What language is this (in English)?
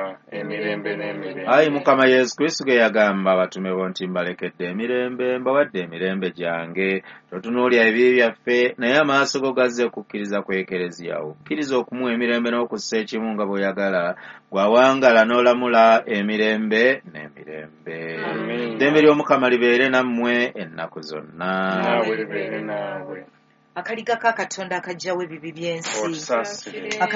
Ganda